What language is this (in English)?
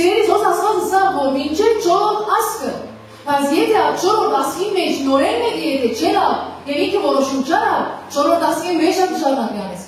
Western Armenian